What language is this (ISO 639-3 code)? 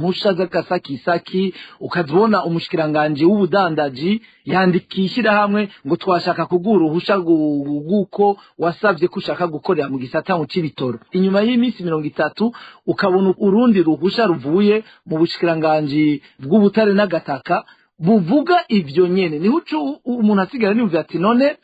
run